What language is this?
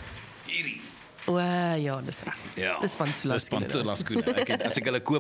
Afrikaans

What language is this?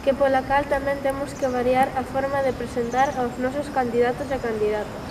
Galician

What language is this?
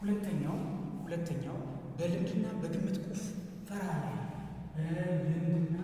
Amharic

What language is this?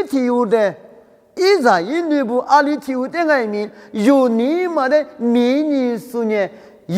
Lisu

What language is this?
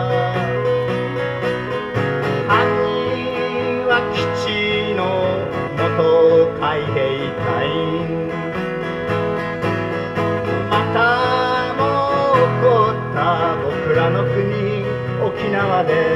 Japanese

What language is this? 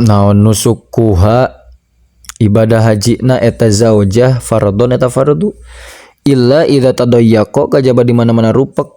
Sundanese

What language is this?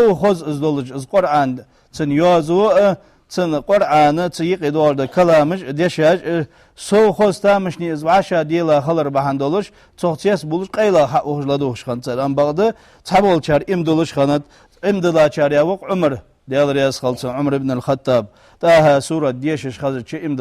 Ingush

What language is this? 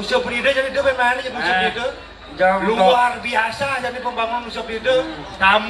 Balinese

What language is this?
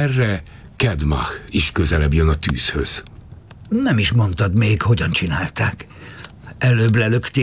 Hungarian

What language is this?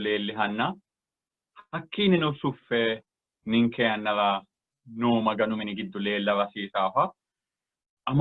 Sidamo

